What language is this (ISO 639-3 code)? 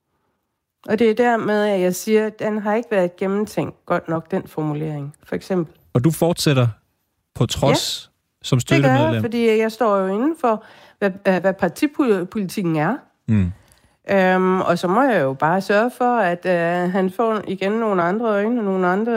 dan